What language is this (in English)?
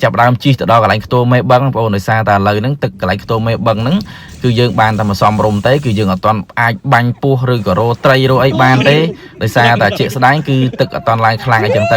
Khmer